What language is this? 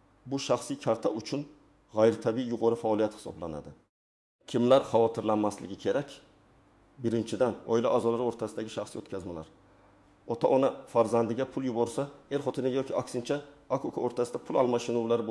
Uzbek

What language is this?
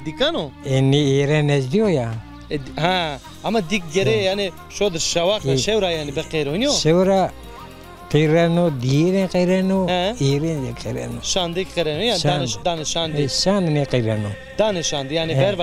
Zaza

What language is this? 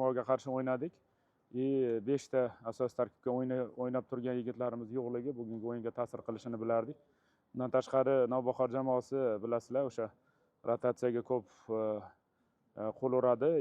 Uzbek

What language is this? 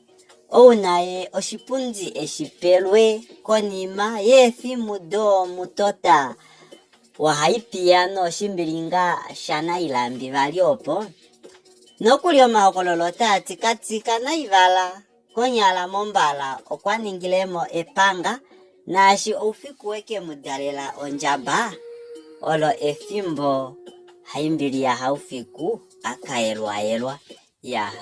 Kuanyama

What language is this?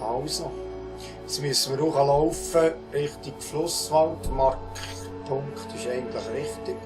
Swiss German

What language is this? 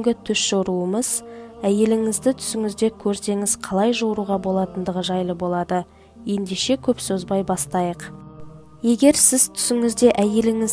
Kazakh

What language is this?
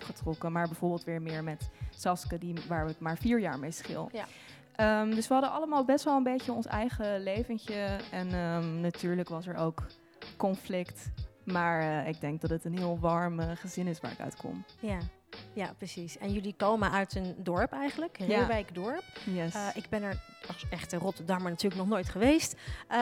Dutch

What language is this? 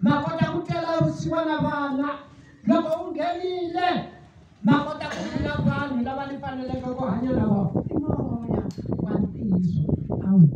Tsonga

